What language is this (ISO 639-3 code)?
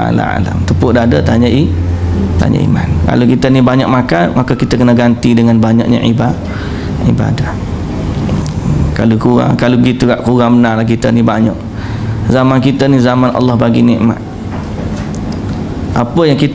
msa